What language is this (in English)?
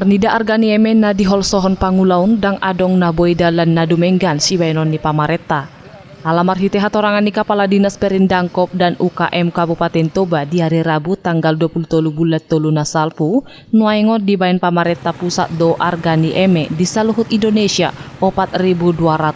Batak Toba